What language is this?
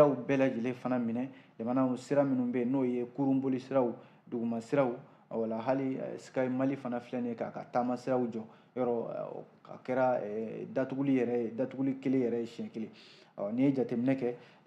Bambara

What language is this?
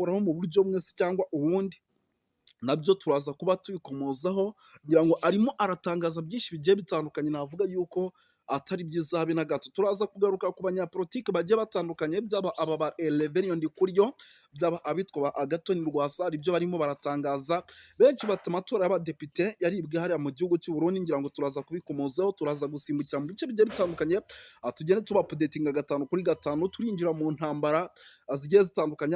Kinyarwanda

